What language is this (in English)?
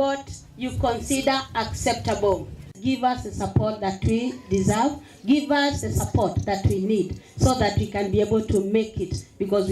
Kamba